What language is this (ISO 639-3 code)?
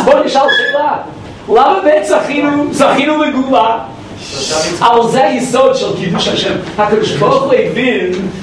heb